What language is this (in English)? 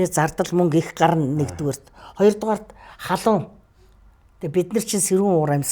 Mongolian